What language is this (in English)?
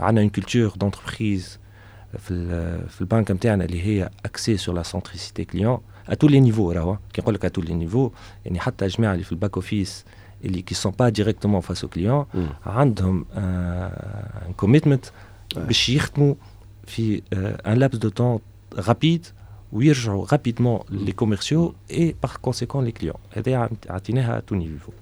Tunisian Arabic